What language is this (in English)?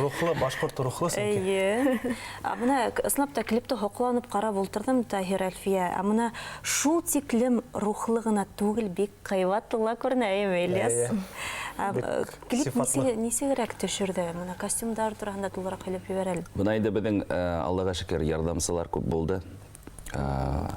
Bashkir